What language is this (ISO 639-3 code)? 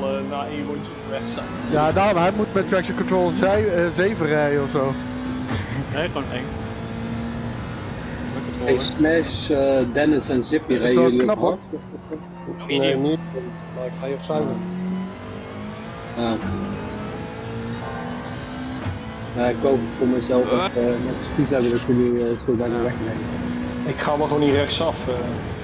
nld